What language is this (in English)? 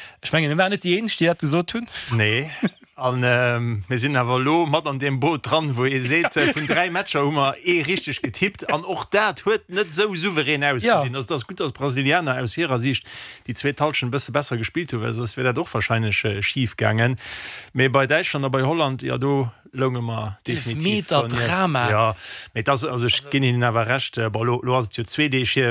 Luxembourgish